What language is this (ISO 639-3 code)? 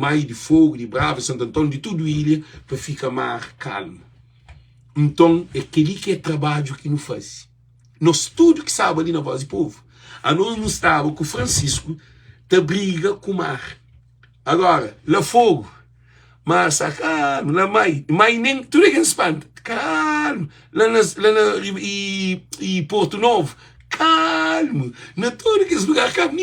kea